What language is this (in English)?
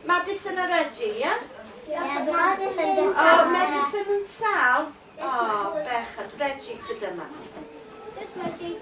Welsh